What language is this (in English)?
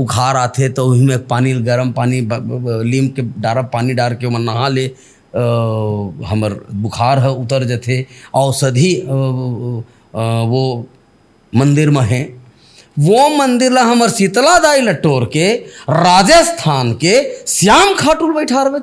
Chhattisgarhi